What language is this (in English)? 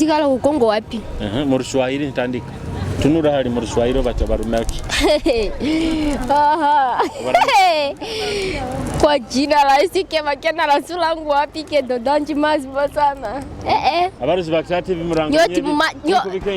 Nyoro